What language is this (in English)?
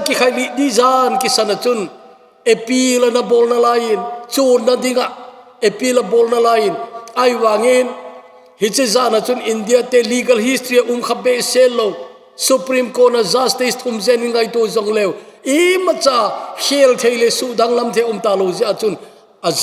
Thado Chin